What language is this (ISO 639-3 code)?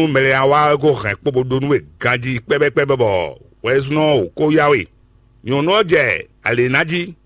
fon